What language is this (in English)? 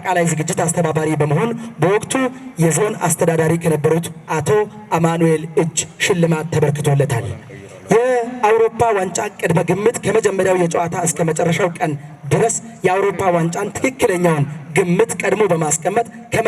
Amharic